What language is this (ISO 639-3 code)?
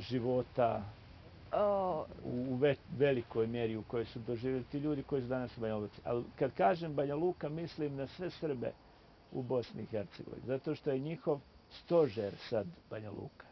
bos